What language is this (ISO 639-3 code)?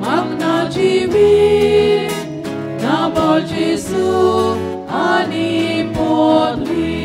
kok